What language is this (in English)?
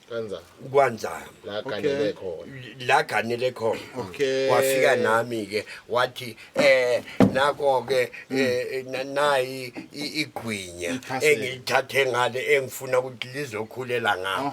Zulu